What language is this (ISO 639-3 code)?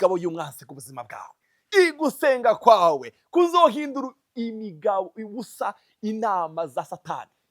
run